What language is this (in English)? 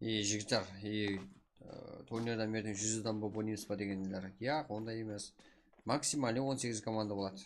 Kara-Kalpak